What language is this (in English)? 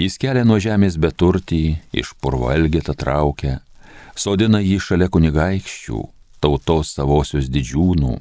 Lithuanian